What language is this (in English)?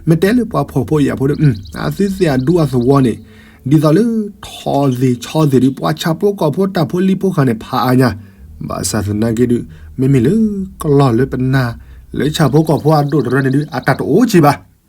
S'gaw Karen